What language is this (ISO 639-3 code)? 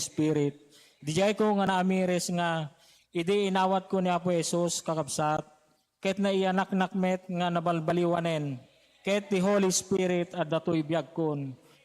ilo